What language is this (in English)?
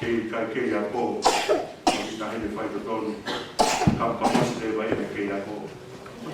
Tongan